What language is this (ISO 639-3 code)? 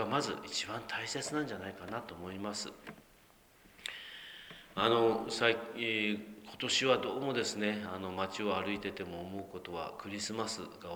jpn